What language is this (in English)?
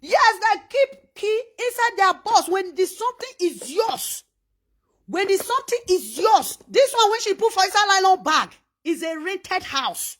Nigerian Pidgin